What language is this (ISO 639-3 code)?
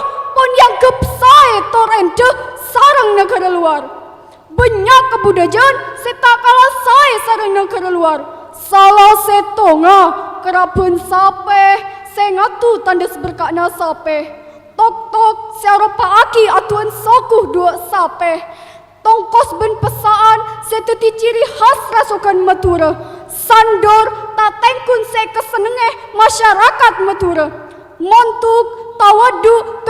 mad